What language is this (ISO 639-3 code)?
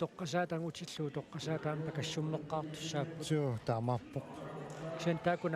kal